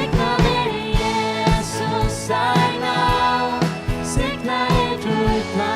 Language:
Faroese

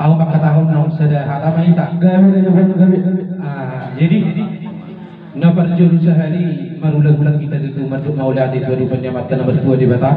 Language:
Batak Toba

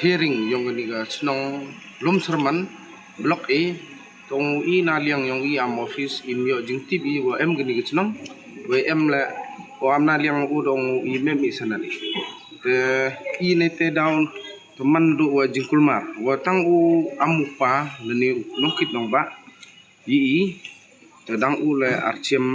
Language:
Pnar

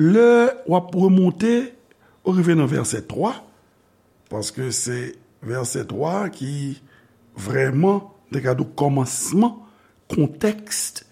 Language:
Haitian Creole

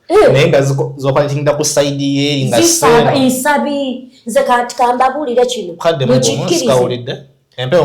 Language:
Ganda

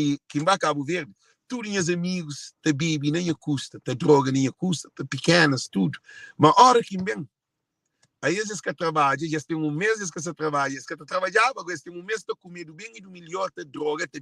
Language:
Kabuverdianu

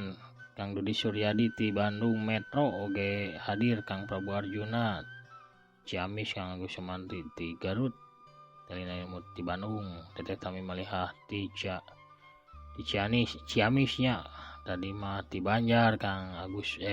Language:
Sundanese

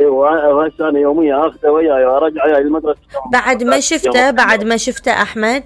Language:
Mesopotamian Arabic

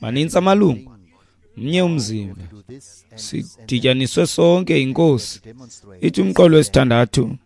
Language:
Xhosa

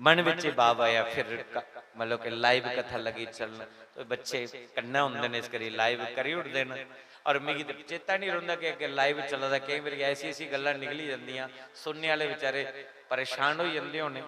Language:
Dogri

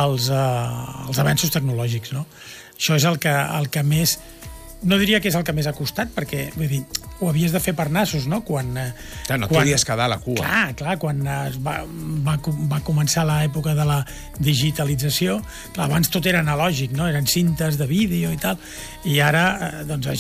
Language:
Catalan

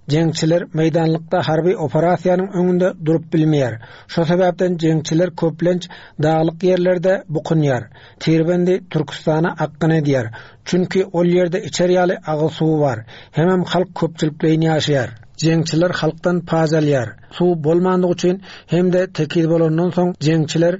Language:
Turkmen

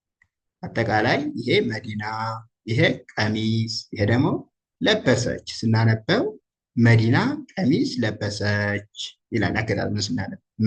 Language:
Amharic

